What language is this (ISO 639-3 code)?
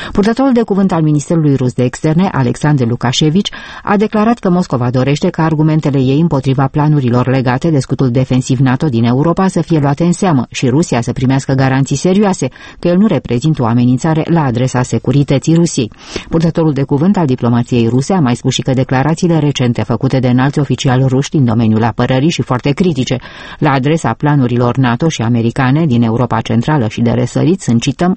ron